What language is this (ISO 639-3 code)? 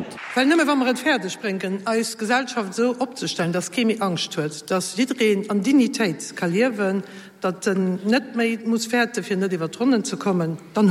ltz